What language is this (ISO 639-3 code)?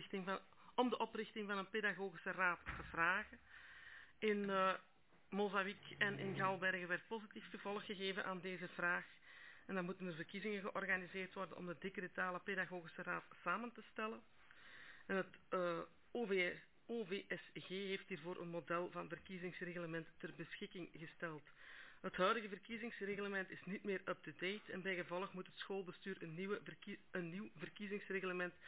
nld